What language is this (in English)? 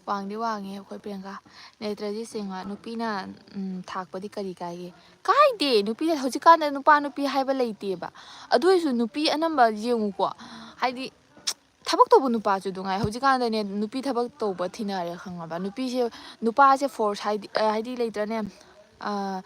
Manipuri